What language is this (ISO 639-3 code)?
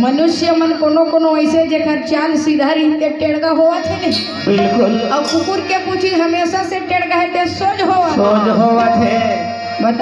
hne